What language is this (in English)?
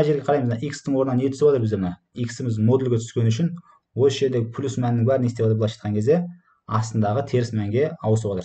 Kazakh